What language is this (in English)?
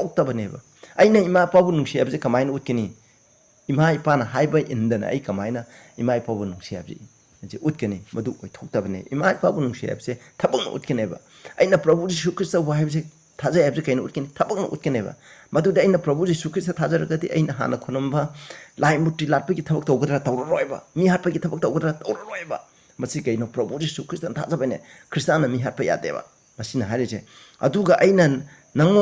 Manipuri